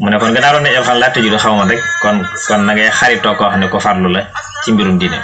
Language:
Wolof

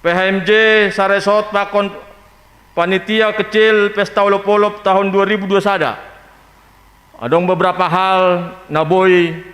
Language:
Batak Simalungun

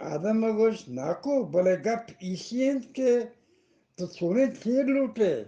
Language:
Eastern Balochi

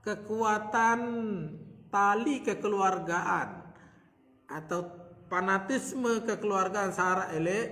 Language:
Sasak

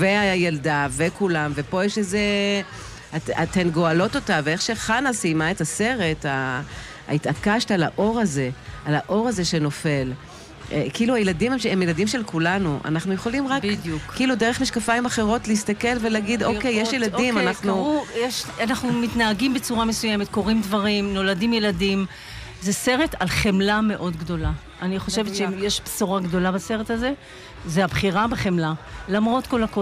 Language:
Hebrew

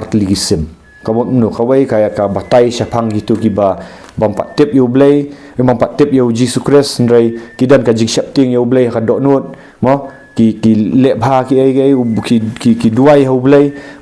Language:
Khasi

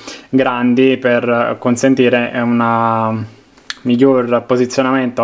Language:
Italian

